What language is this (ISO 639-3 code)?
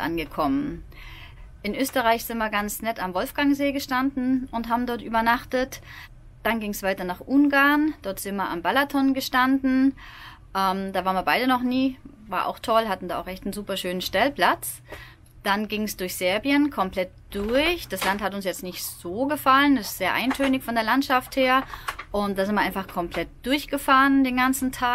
deu